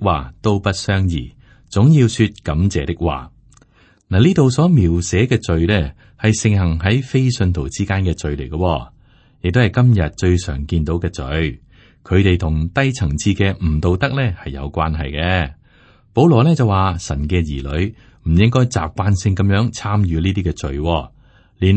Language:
Cantonese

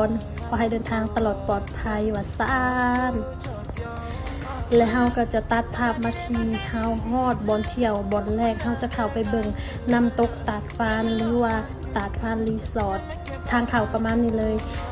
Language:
Lao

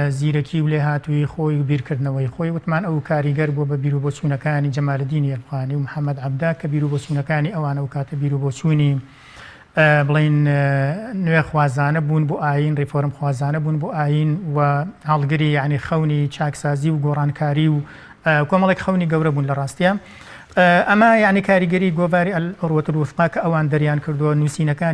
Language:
Central Kurdish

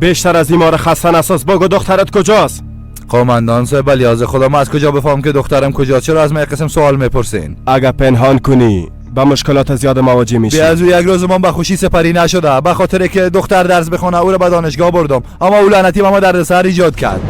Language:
Persian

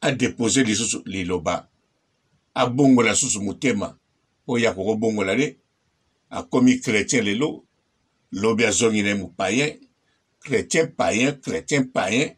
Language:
Lingala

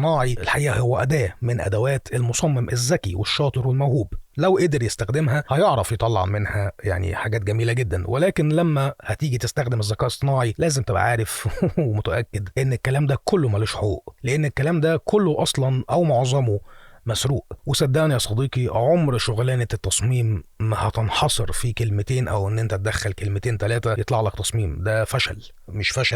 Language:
Egyptian Arabic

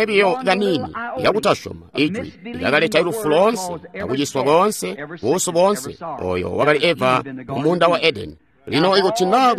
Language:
Tonga (Zambia)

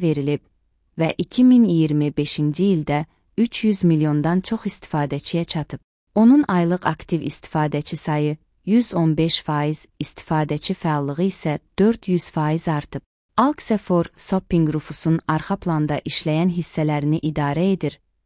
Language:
Azerbaijani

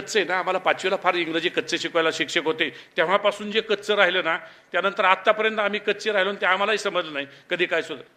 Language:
Marathi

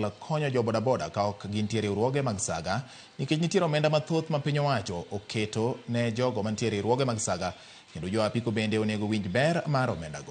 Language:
Luo (Kenya and Tanzania)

